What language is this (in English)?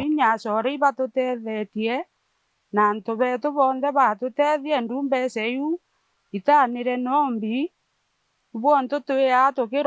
Meru